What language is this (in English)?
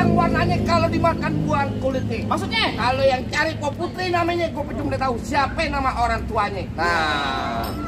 Betawi